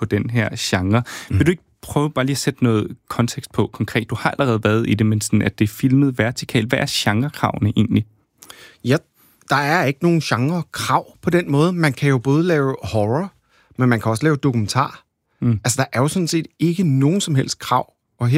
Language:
Danish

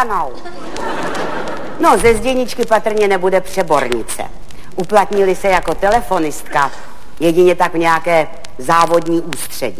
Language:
Czech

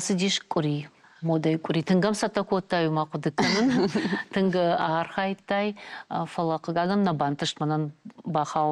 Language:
Ossetic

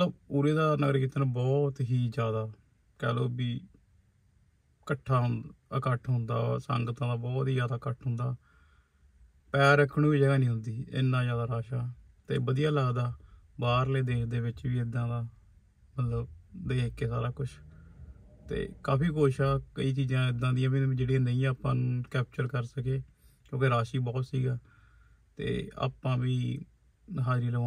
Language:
Punjabi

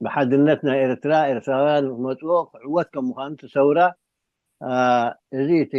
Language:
Tigrinya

